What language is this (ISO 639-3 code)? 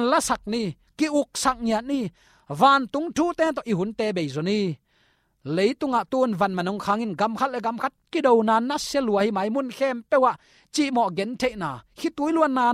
ctd